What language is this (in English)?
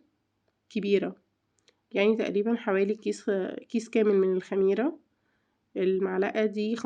Egyptian Arabic